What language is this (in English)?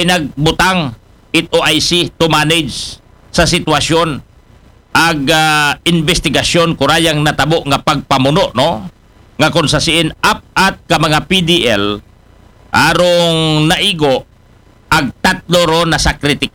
Aklanon